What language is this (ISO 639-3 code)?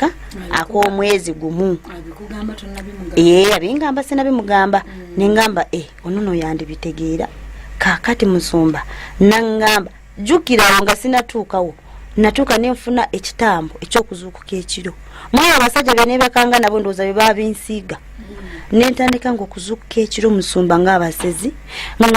lug